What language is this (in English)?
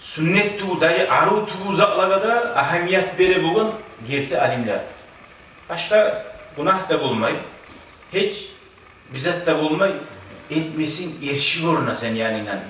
Kumyk